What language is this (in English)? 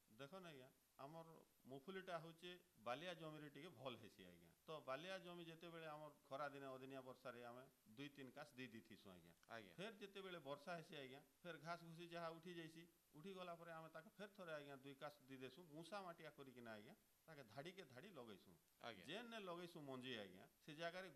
Odia